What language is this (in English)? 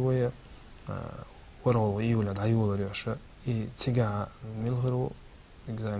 Chechen